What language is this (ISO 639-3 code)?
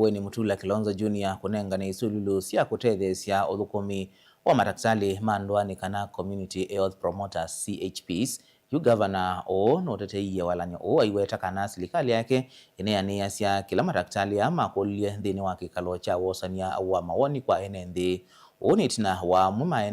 kam